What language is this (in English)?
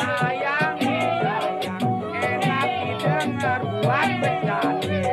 Betawi